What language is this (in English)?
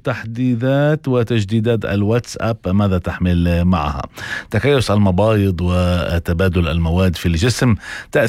North Levantine Arabic